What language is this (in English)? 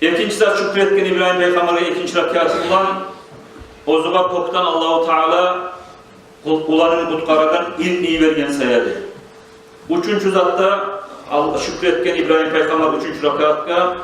Kumyk